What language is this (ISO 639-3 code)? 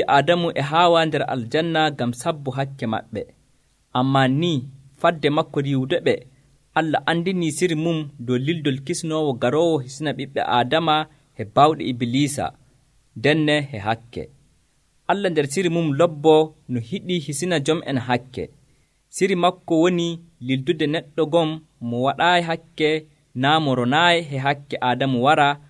fuv